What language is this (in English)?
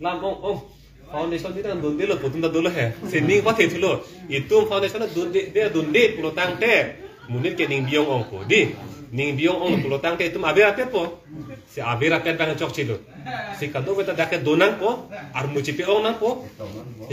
Karbi